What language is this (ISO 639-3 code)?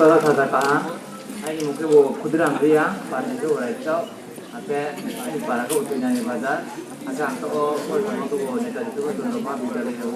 ria